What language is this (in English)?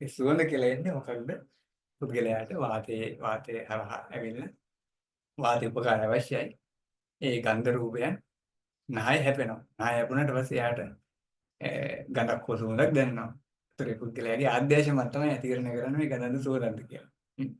Sinhala